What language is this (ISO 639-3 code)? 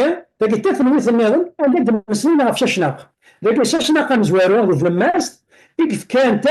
kab